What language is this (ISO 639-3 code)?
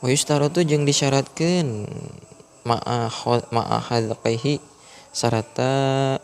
sun